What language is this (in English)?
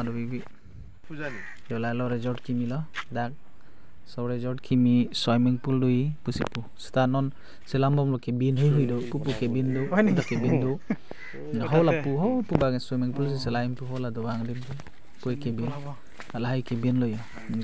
Karbi